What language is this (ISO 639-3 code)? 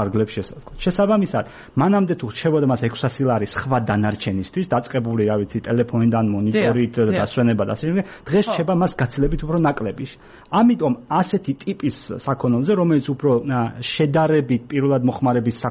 kat